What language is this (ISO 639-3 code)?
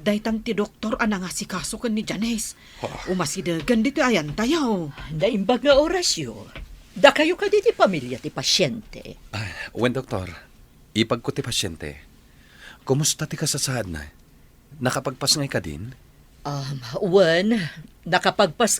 ilo